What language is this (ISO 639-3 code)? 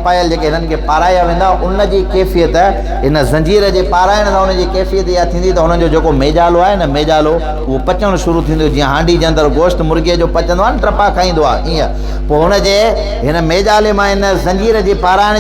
snd